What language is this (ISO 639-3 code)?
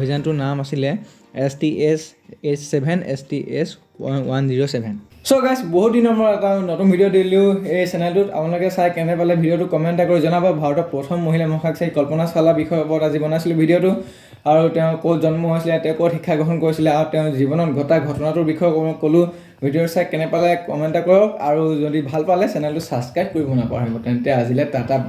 asm